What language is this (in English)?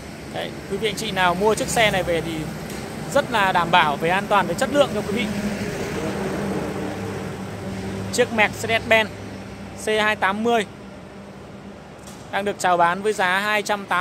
Vietnamese